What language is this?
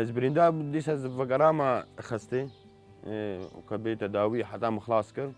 Kurdish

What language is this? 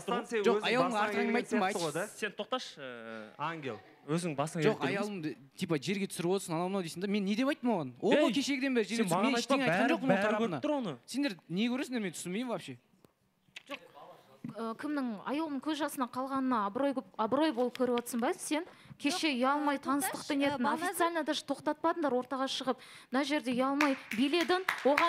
Kazakh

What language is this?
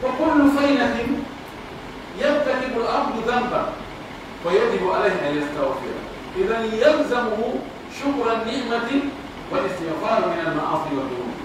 Pular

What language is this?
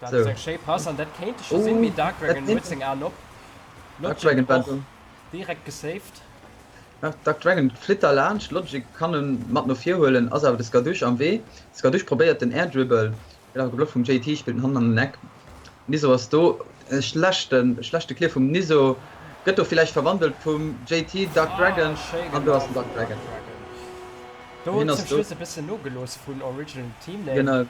Luxembourgish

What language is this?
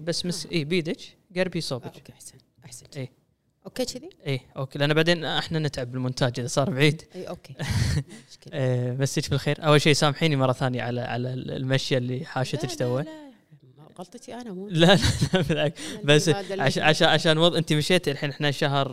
Gulf Arabic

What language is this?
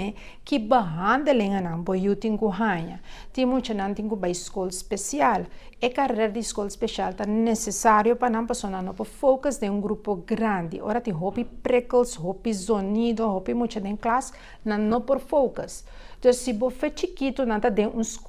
Papiamento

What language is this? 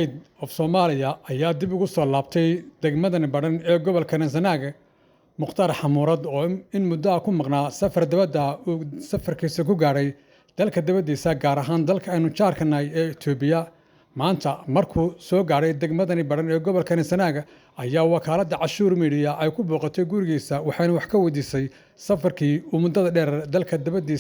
Somali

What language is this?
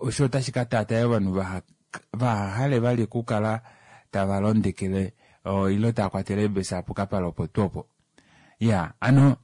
Kuanyama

